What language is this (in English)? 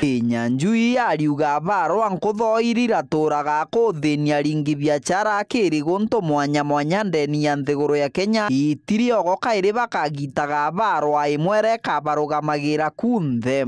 Meru